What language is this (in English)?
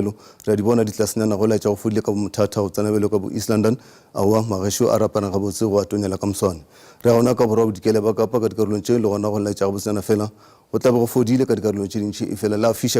Northern Sotho